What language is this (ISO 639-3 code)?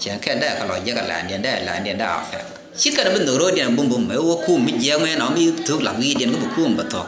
nus